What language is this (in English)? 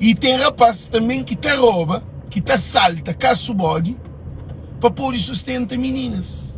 Kabuverdianu